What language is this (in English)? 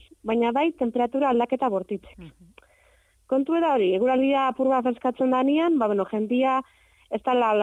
Basque